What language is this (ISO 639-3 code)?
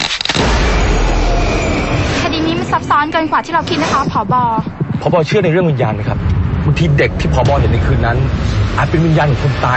tha